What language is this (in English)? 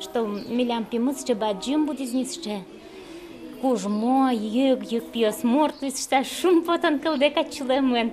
Udmurt